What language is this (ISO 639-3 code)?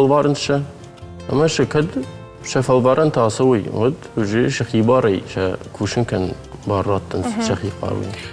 oss